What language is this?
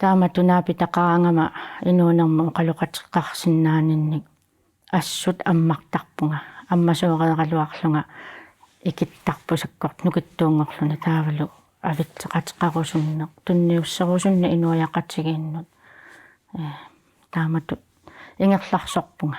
Kalaallisut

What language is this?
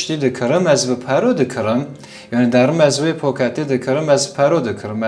Kurdish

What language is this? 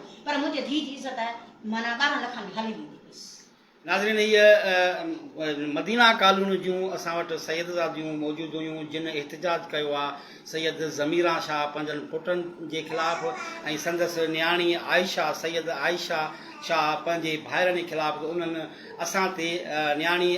Sindhi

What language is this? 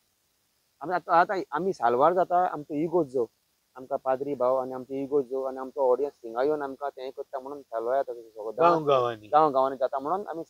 Konkani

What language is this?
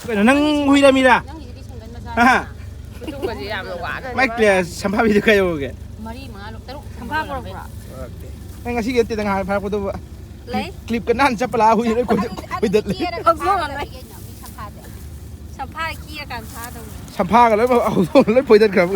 Manipuri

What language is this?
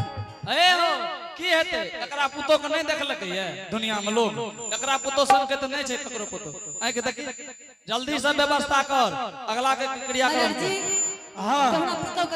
Angika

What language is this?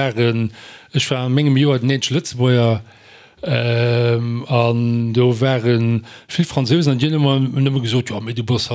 Luxembourgish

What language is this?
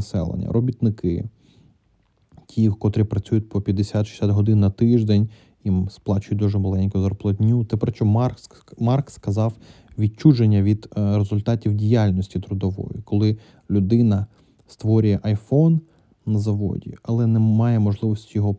Ukrainian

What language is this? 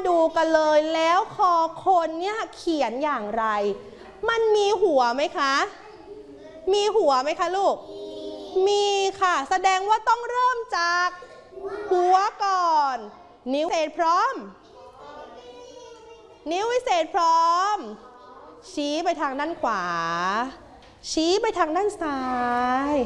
Thai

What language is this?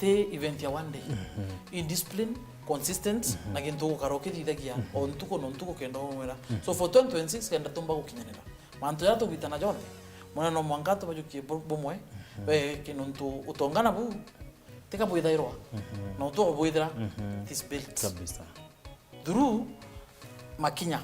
Meru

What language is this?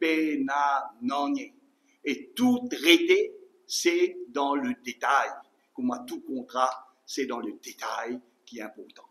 Morisyen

